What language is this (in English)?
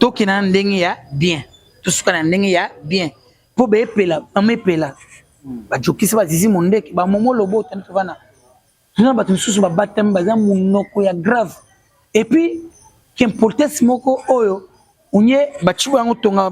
Lingala